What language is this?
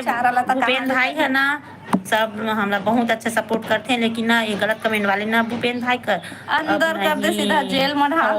Chhattisgarhi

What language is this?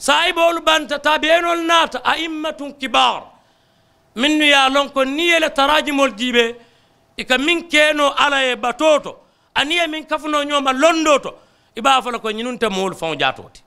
Mandingo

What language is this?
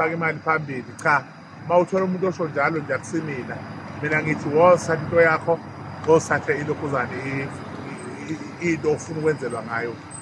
Zulu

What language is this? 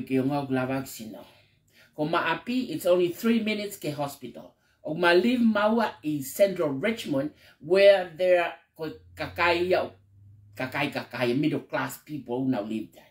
Tongan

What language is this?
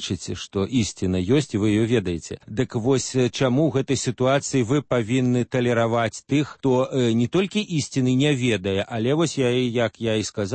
Belarusian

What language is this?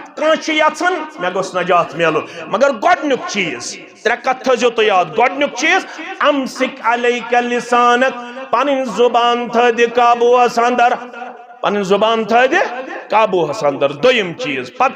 Kashmiri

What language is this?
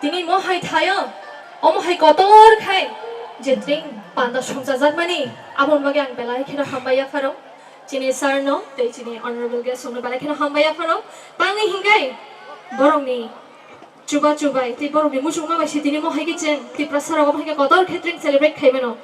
Kok Borok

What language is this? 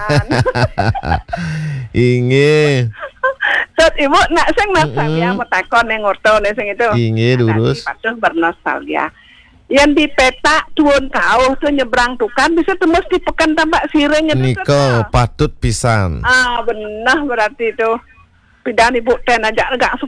Balinese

